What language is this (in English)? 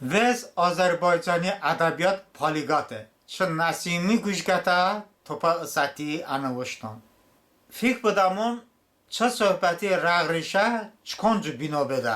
Talysh